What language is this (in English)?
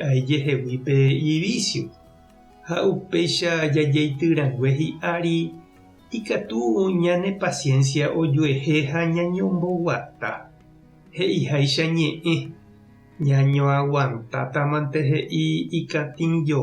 Guarani